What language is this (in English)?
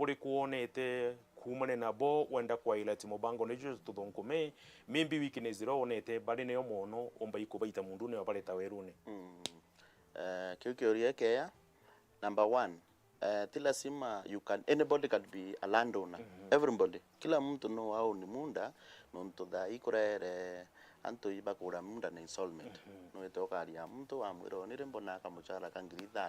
Meru